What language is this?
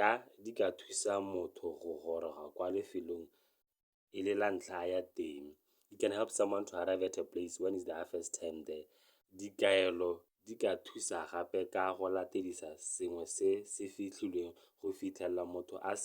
Tswana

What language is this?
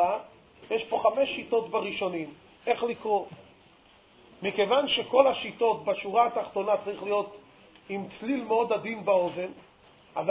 Hebrew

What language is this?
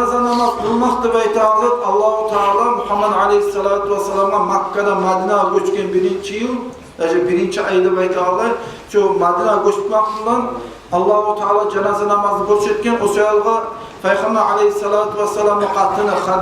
Kumyk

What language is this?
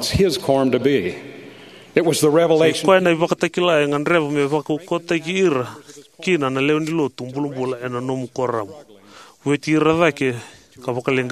Fijian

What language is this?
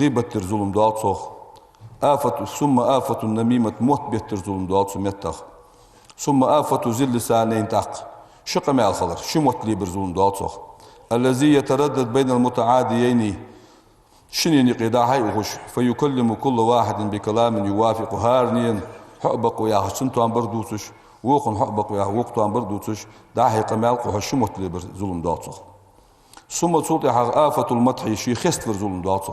Ingush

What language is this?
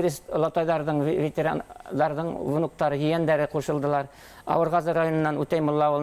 Bashkir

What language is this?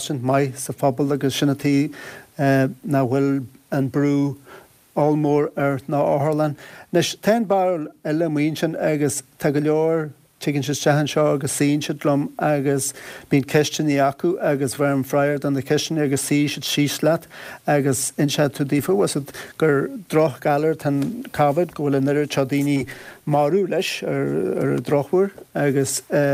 Irish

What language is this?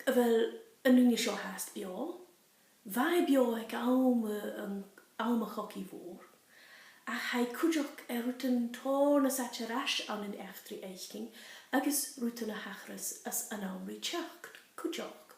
Scottish Gaelic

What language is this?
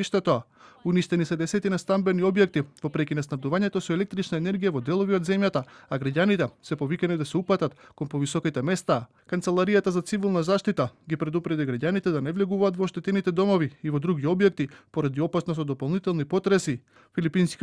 Macedonian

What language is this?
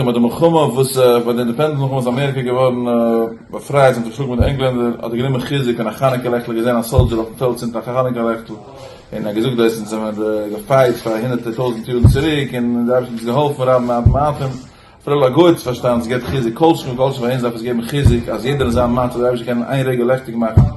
Yiddish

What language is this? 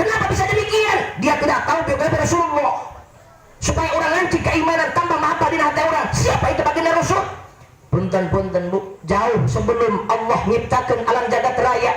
Sundanese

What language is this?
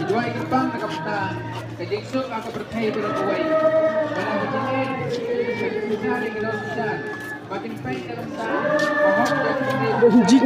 Khasi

